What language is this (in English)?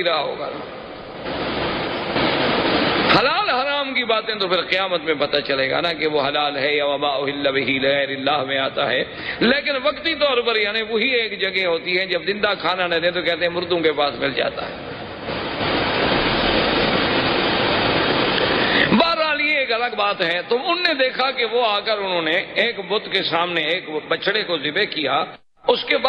Urdu